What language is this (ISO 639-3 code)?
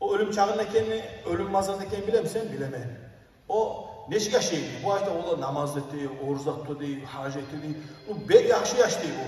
kum